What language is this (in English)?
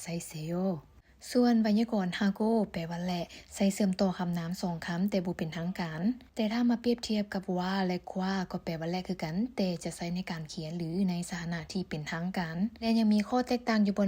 Lao